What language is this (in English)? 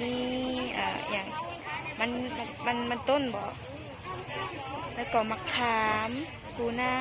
Lao